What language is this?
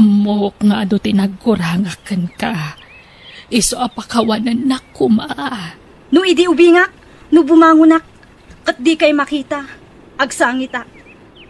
Iloko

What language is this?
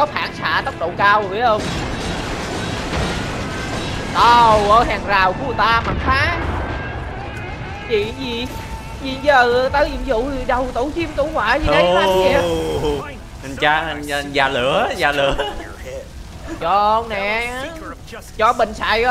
Vietnamese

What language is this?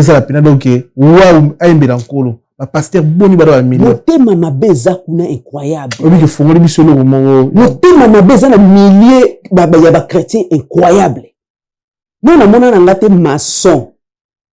Lingala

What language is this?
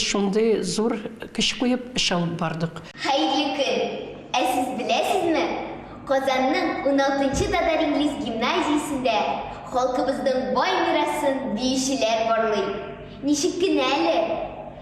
Tatar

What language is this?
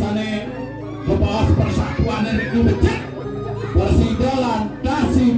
Balinese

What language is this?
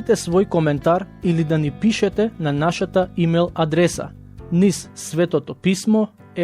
Macedonian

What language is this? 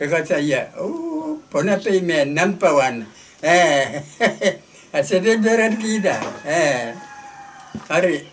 Pohnpeian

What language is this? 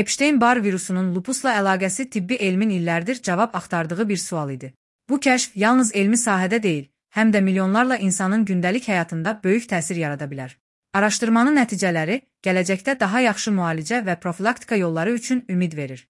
Azerbaijani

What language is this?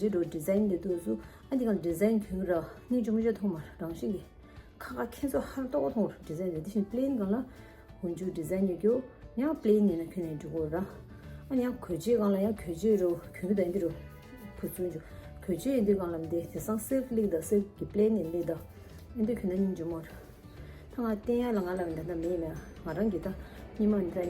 Tibetan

